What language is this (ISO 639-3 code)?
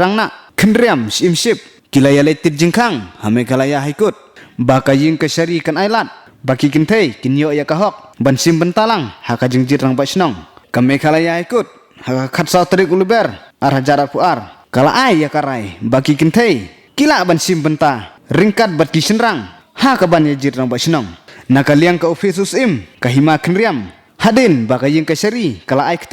kha